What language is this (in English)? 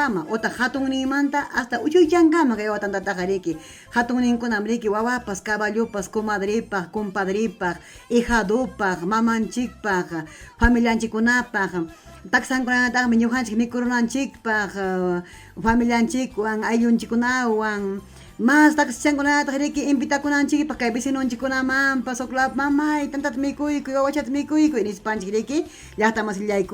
Ayacucho Quechua